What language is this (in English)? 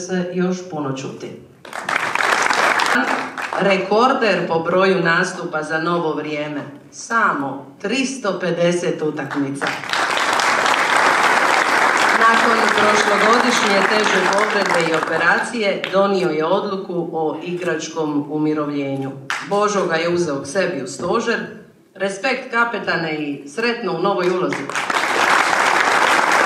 Croatian